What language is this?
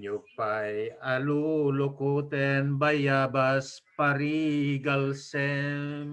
Iloko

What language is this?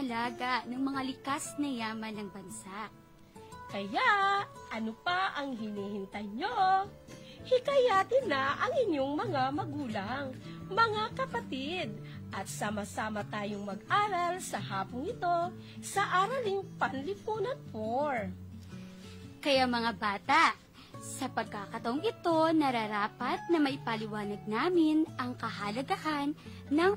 Filipino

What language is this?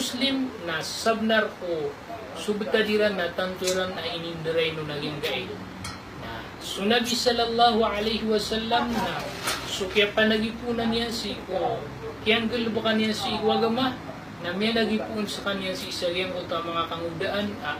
Maranao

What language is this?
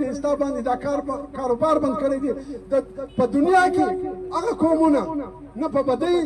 Pashto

